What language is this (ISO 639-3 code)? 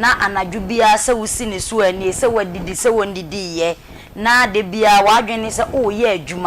aka